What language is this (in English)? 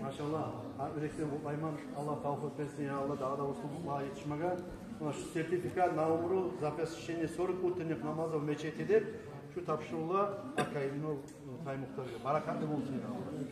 Kumyk